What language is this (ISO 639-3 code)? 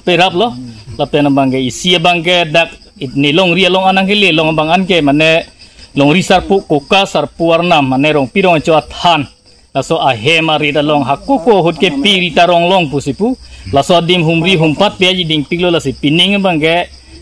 mjw